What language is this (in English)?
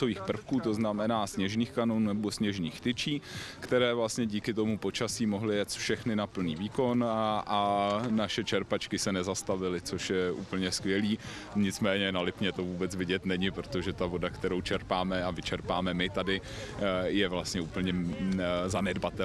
Czech